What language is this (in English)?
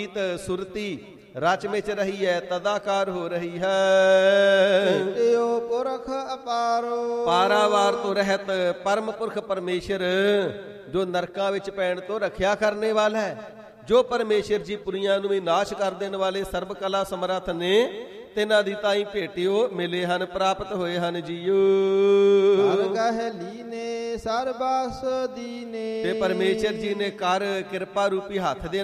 Punjabi